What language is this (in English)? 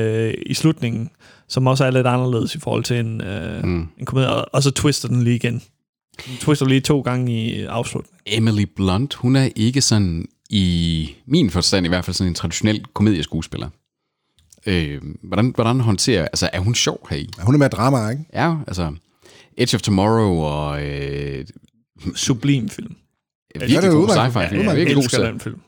Danish